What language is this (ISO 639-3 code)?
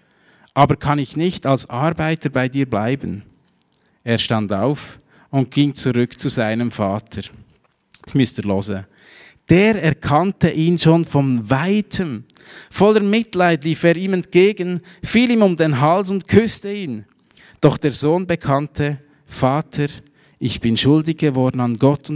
gsw